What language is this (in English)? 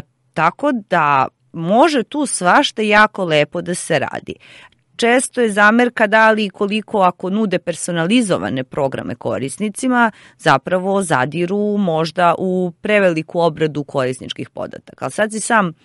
Serbian